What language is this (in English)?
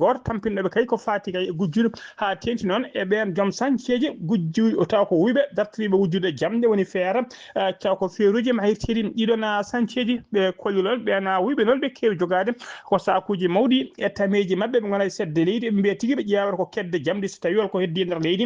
Fula